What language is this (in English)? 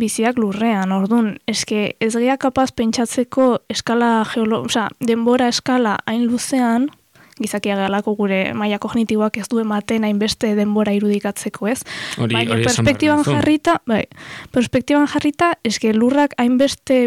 Basque